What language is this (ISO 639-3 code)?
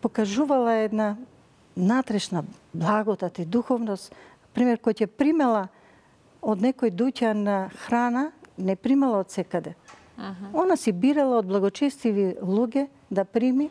mkd